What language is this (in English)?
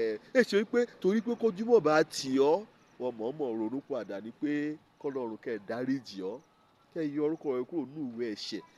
Yoruba